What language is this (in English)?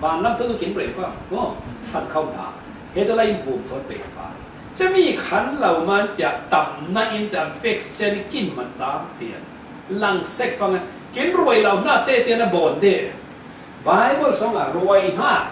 Falam Chin